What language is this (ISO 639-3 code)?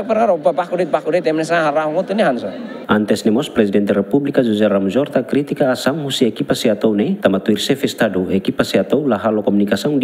tet